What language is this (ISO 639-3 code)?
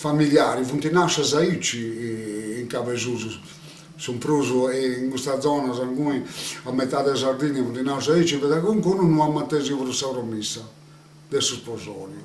srd